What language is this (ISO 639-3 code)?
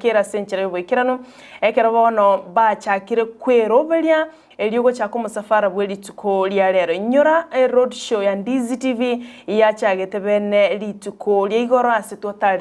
guz